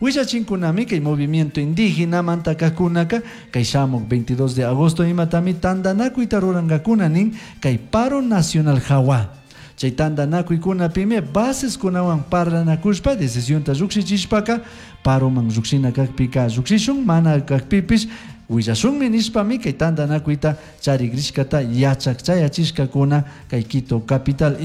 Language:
Chimborazo Highland Quichua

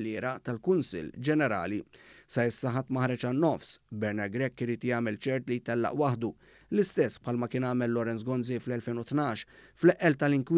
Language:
Maltese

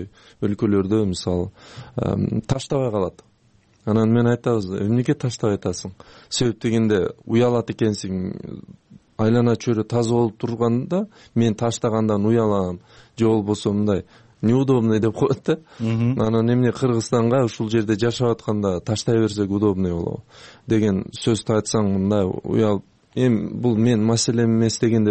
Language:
Kyrgyz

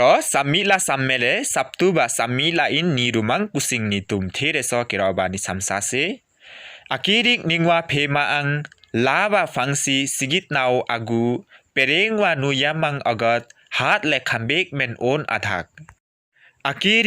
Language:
Limbu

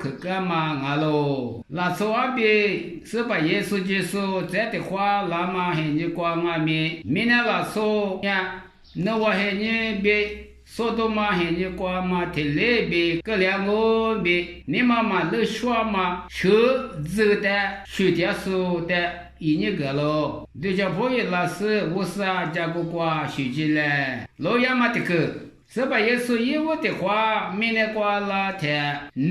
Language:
Lisu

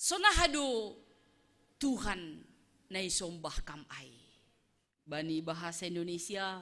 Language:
Batak Simalungun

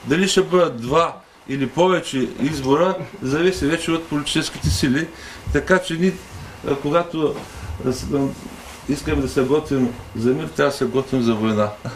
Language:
Bulgarian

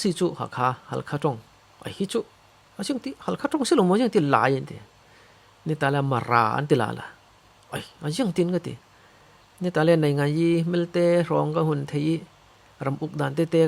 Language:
Falam Chin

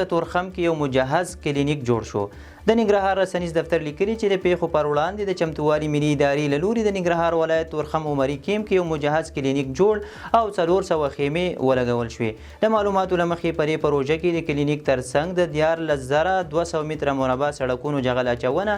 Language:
Pashto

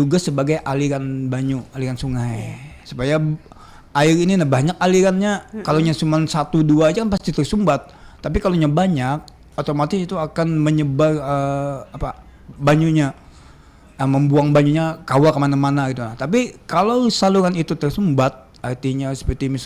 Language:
Banjar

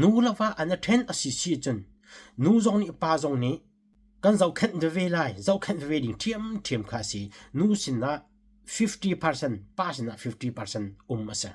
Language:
Hakha Chin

